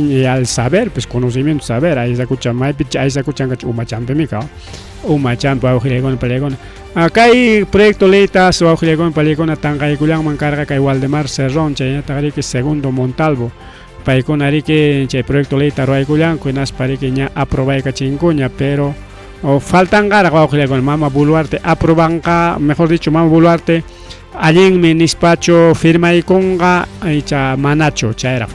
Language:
Ayacucho Quechua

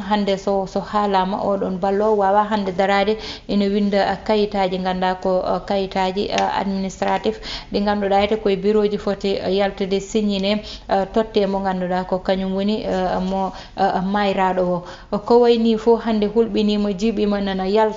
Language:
Fula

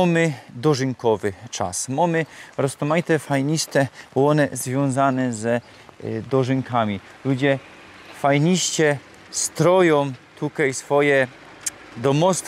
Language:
Silesian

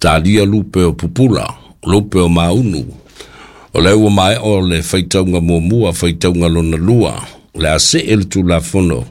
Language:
Samoan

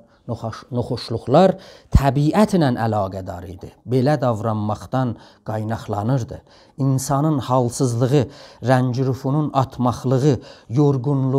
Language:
South Azerbaijani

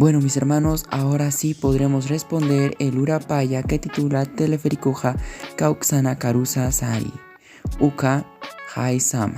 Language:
Aymara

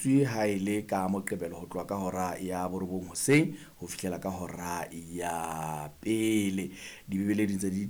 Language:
Southern Sotho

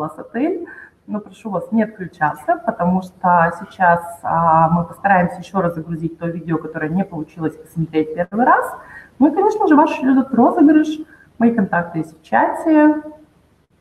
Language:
Russian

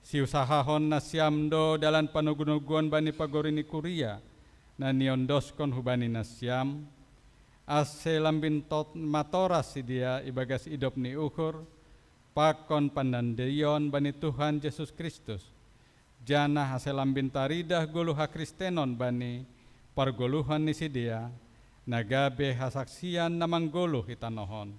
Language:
Batak Simalungun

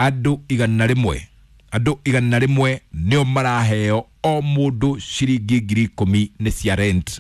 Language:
Kikuyu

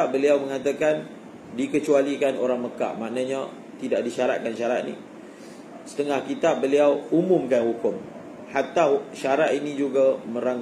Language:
Malay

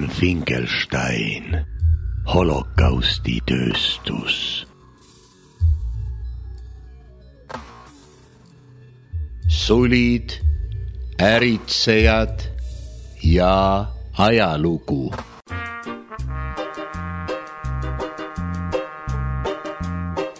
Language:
Estonian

